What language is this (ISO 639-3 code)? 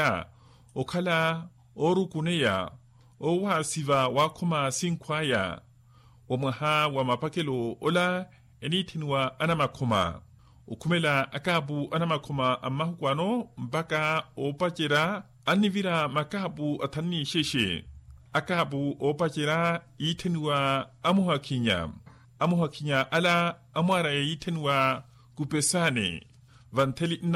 vmw